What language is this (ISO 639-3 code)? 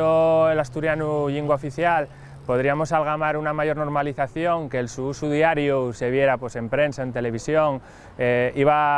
ast